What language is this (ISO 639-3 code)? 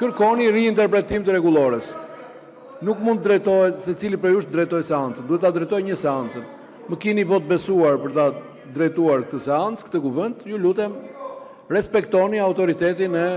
sqi